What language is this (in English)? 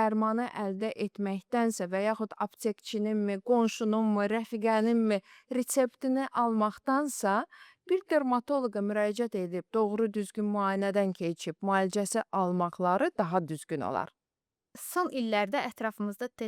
Azerbaijani